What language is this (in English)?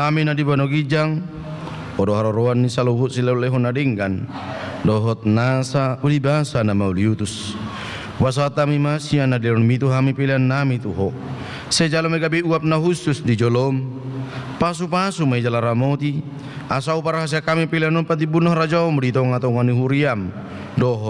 Batak Toba